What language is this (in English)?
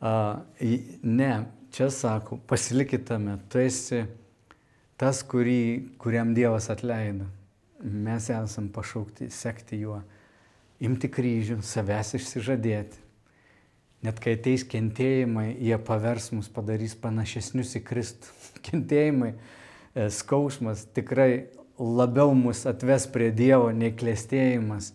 Lithuanian